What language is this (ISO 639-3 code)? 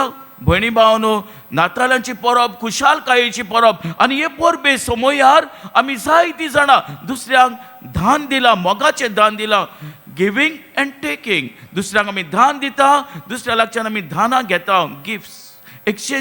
kok